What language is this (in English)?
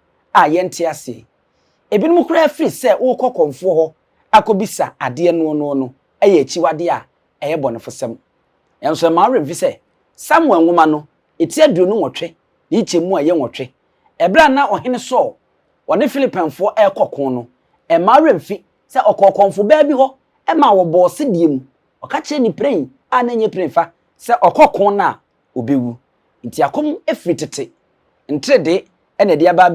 Akan